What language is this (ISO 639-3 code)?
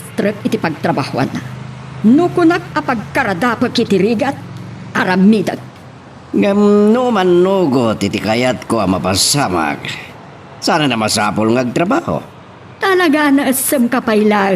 ilo